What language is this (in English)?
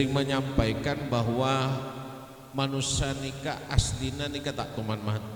Madurese